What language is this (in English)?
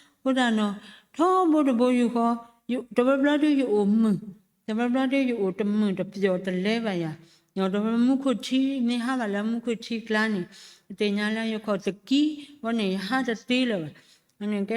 S'gaw Karen